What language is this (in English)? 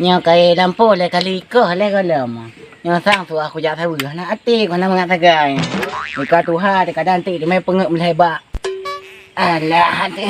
Achinese